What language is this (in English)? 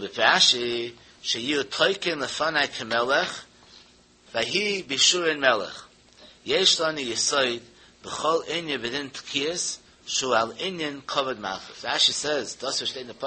Yiddish